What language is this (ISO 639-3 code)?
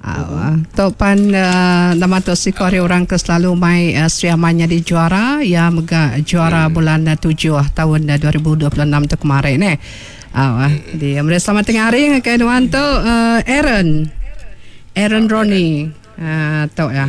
iba